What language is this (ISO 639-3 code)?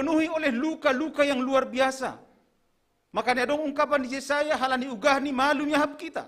bts